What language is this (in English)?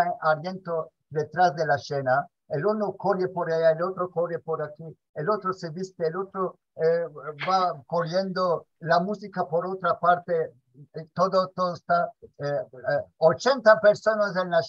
Ladino